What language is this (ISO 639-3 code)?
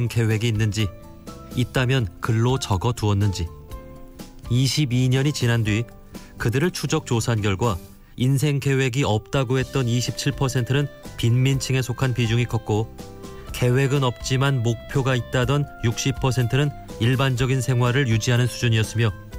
kor